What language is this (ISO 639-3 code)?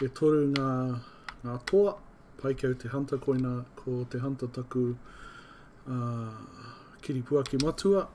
mri